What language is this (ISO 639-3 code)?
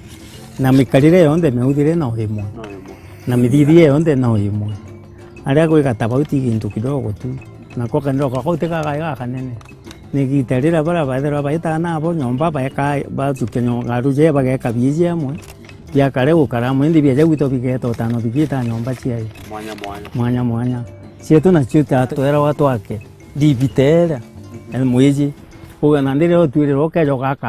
mer